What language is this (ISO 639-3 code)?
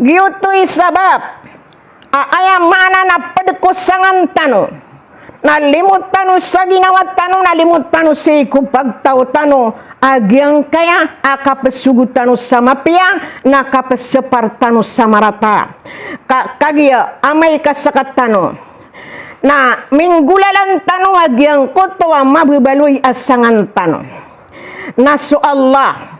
mrw